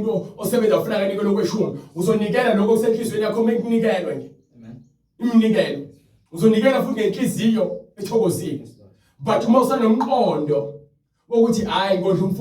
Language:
Zulu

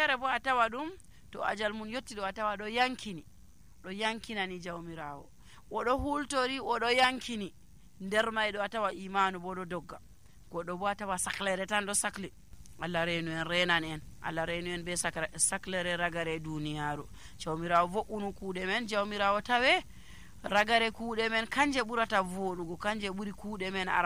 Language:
Nigerian Fulfulde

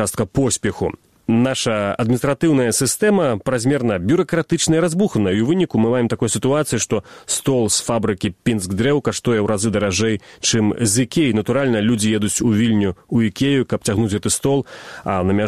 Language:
Belarusian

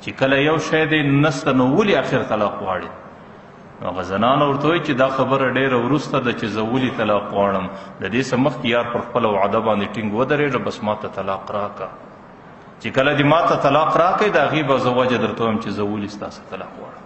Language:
Pashto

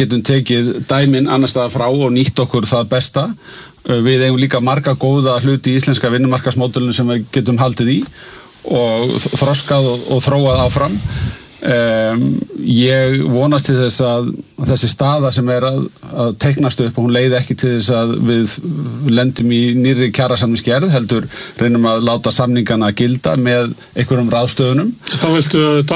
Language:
Icelandic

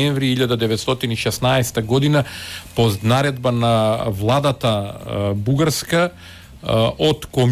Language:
Macedonian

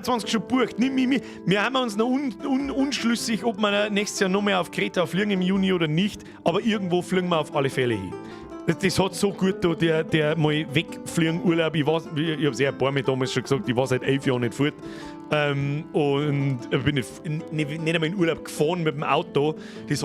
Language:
Bavarian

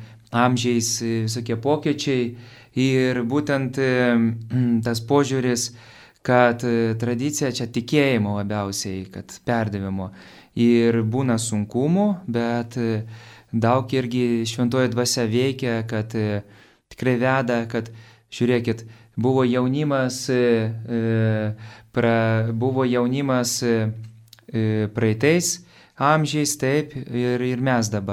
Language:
Lithuanian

